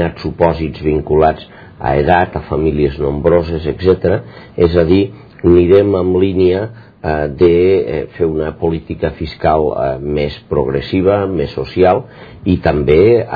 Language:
Catalan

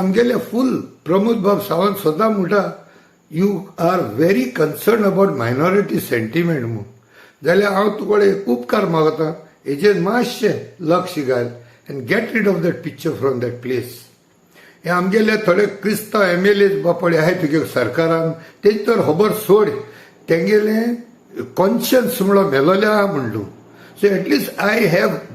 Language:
Konkani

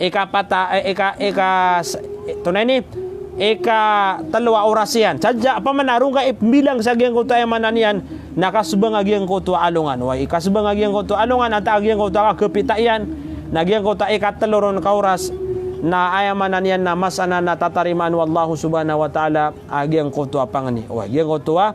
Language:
Maranao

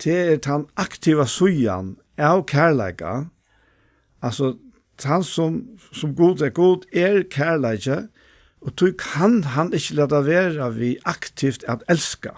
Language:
Faroese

